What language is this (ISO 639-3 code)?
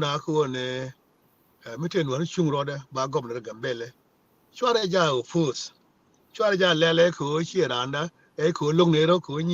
nus